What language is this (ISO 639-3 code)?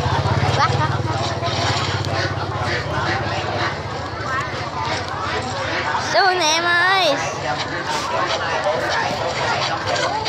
vie